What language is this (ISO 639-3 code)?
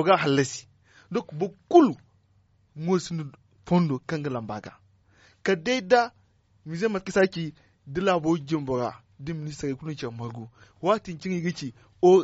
dje